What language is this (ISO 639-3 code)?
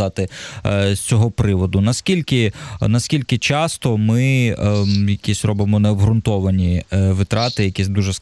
ukr